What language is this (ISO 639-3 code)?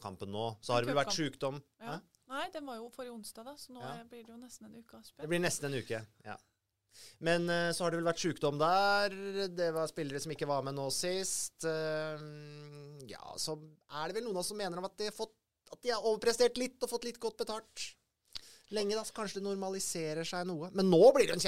nor